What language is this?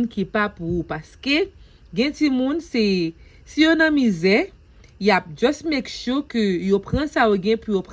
Haitian Creole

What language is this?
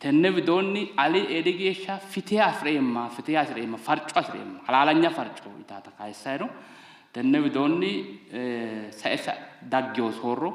Sidamo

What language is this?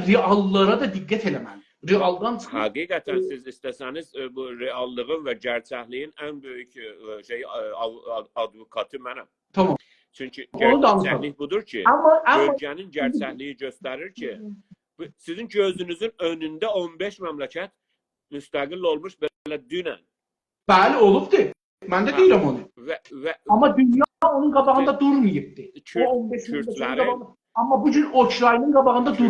South Azerbaijani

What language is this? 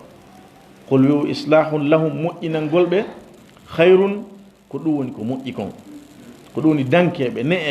Fula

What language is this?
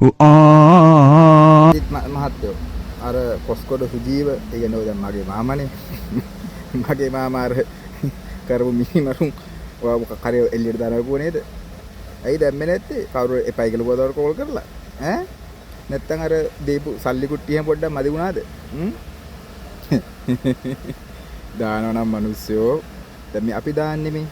Sinhala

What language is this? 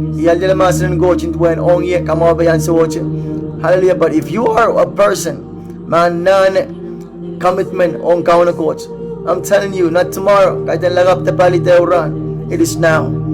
Pohnpeian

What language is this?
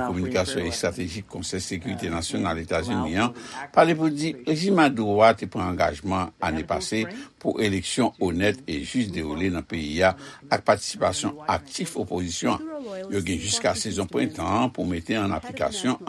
Haitian Creole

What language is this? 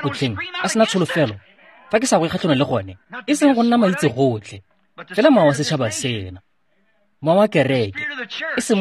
Tswana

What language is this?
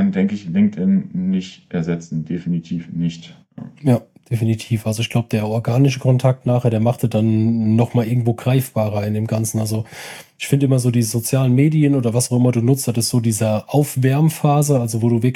German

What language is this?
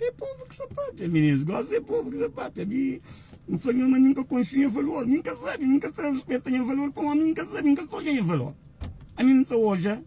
Kabuverdianu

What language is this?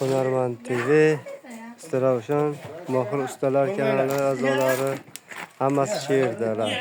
Uzbek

